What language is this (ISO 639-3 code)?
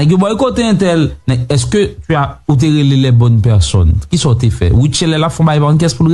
hat